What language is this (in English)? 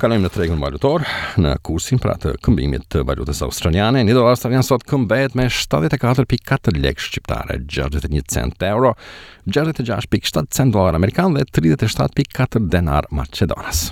Albanian